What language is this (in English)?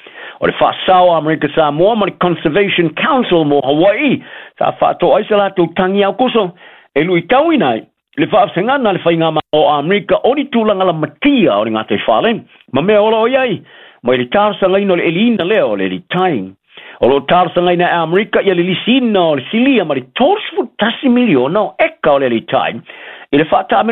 Samoan